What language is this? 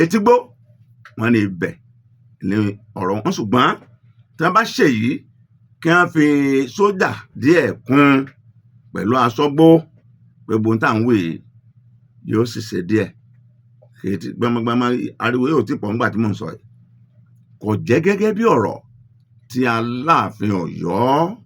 Yoruba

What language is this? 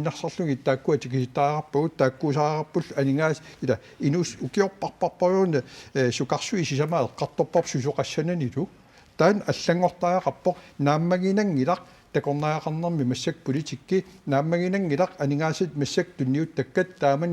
Kalaallisut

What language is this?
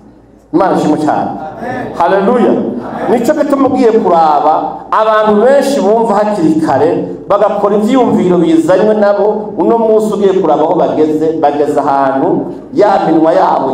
Rundi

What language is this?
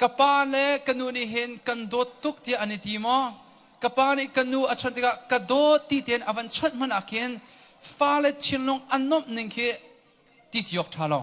Hakha Chin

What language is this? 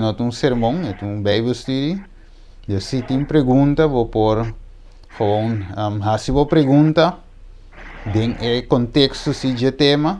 Papiamento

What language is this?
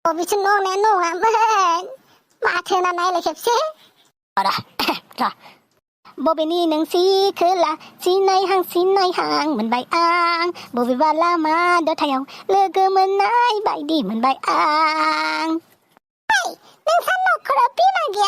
Bodo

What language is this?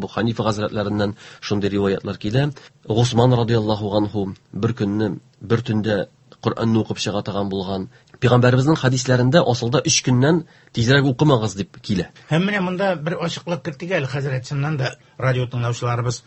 Tatar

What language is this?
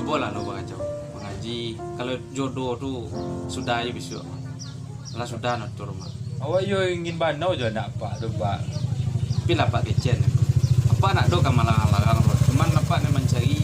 Minangkabau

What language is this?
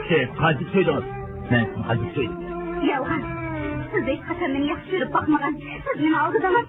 Uyghur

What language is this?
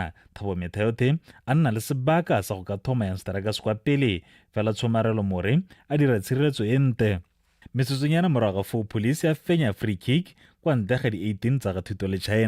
Tswana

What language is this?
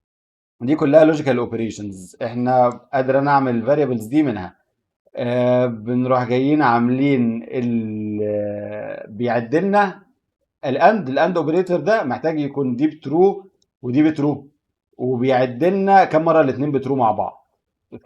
Egyptian Arabic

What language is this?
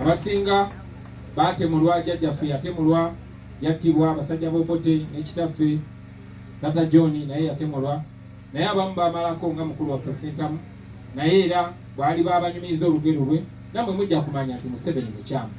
Ganda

